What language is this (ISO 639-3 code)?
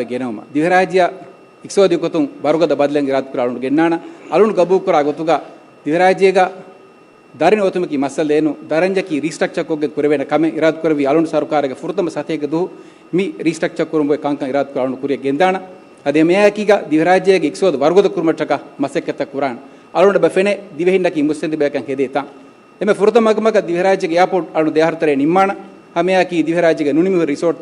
div